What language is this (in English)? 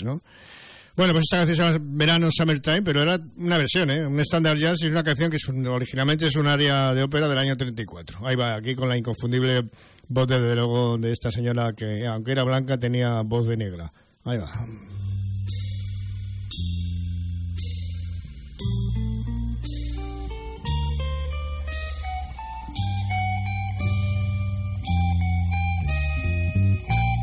Spanish